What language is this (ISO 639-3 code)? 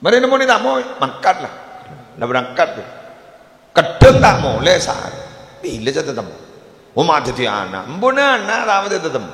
mad